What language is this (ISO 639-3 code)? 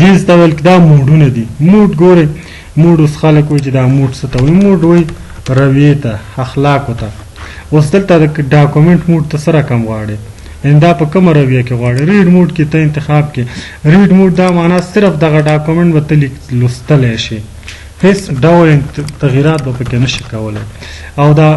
pus